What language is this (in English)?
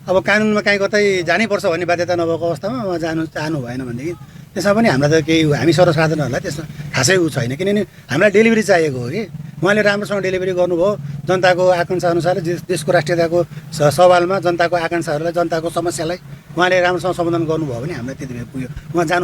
Nepali